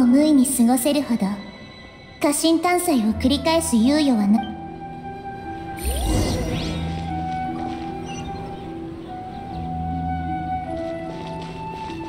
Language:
Japanese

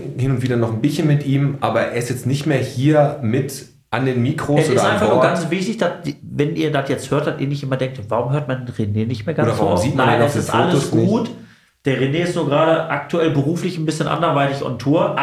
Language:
German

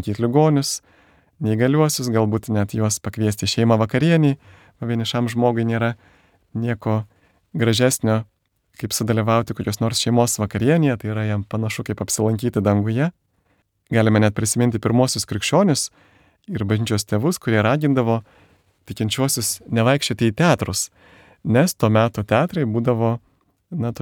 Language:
Lithuanian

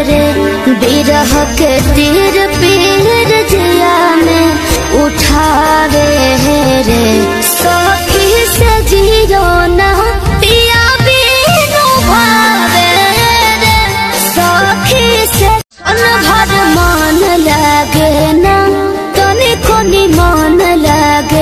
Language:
Bhojpuri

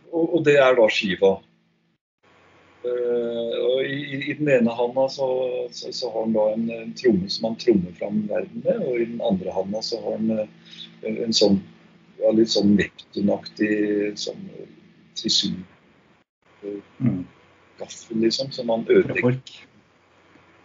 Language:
Norwegian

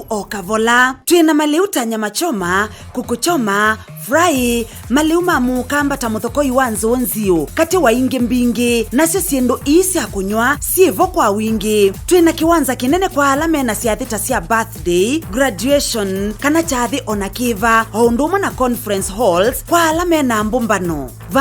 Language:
Kamba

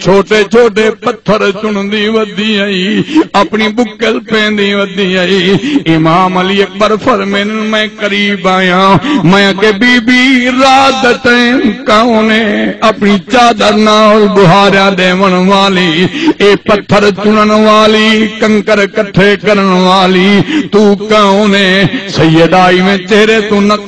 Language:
Saraiki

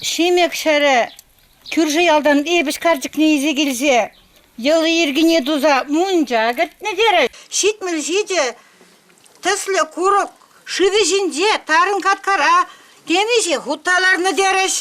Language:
Chuvash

